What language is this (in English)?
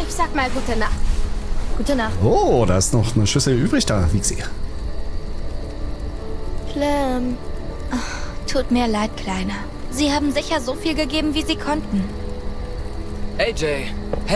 German